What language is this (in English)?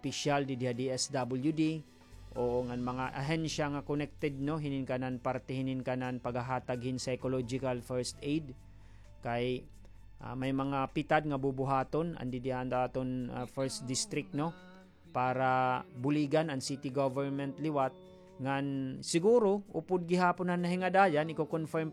Waray